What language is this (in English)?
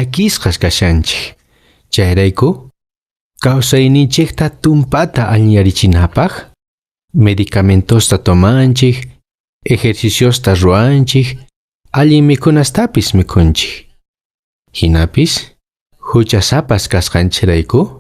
Quechua